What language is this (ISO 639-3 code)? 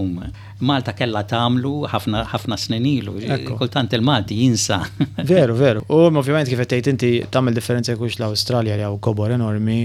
mlt